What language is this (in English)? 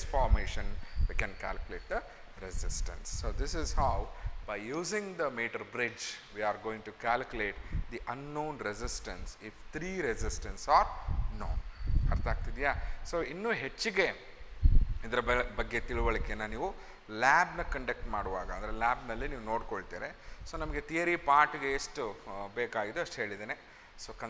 Kannada